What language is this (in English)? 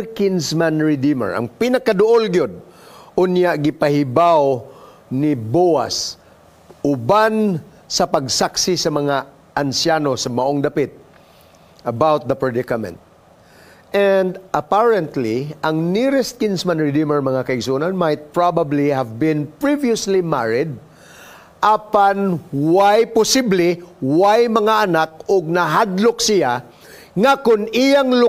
Cebuano